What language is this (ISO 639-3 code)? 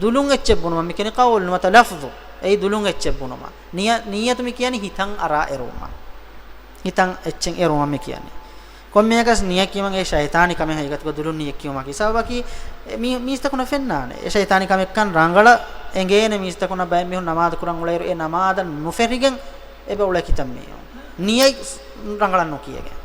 div